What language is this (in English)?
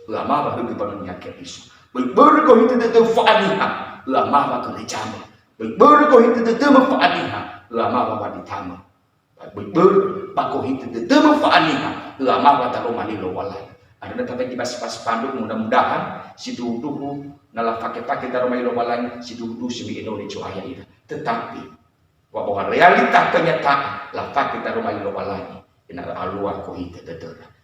Nias